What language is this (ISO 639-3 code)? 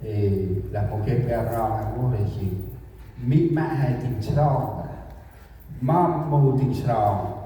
cmo